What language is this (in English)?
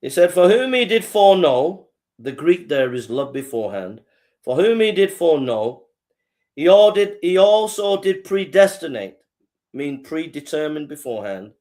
English